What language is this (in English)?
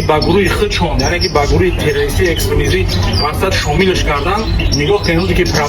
Tajik